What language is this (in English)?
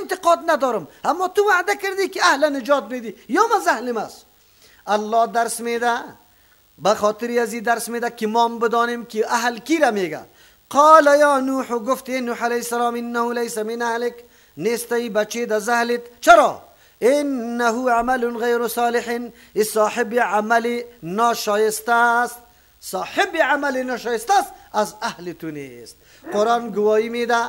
Persian